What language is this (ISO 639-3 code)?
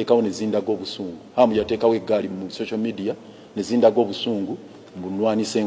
lug